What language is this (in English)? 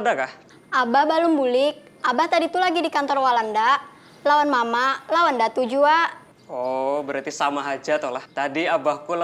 Banjar